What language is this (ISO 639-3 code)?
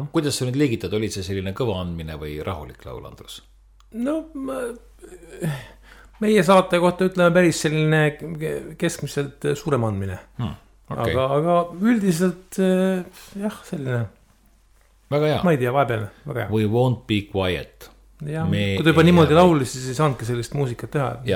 est